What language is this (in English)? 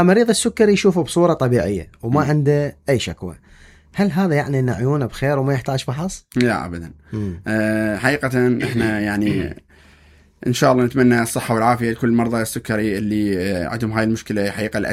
Mesopotamian Arabic